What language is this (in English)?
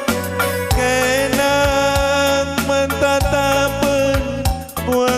Batak Karo